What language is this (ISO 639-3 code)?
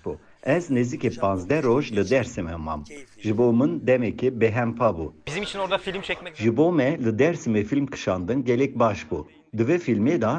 kur